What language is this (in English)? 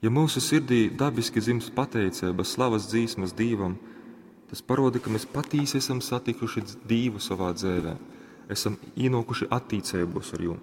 Latgalian